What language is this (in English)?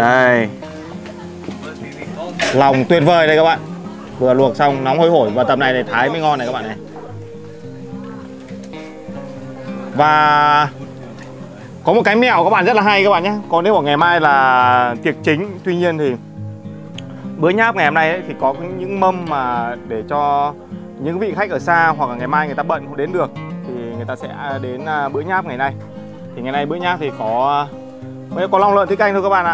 Vietnamese